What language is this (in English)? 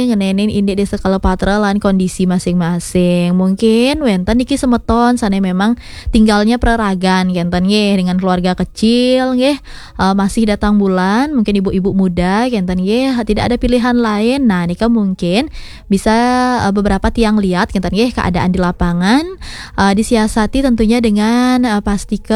Balinese